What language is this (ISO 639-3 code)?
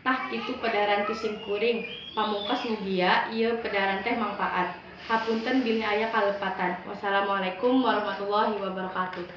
sun